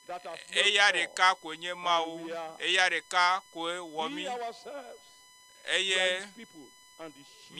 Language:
Ewe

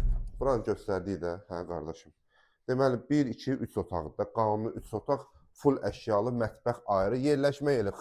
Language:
Azerbaijani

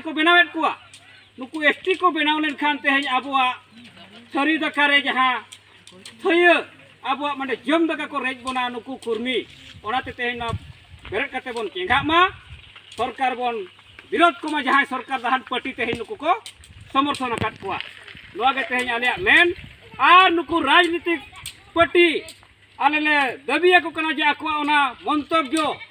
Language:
Santali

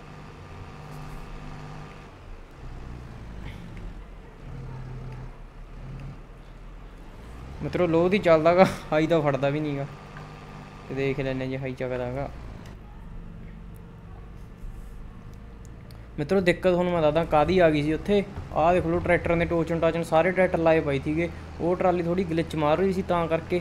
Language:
Punjabi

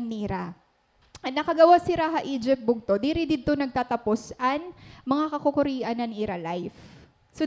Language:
Waray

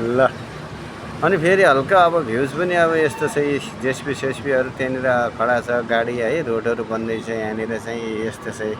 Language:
Nepali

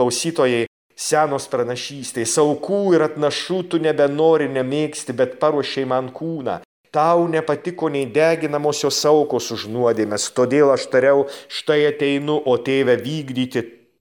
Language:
Lithuanian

